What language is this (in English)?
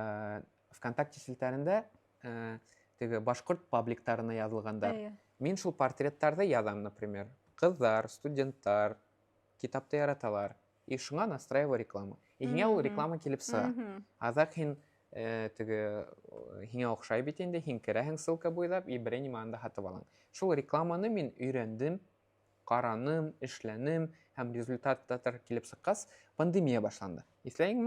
Bashkir